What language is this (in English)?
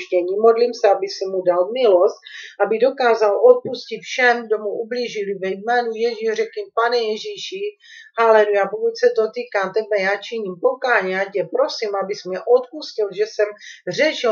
Czech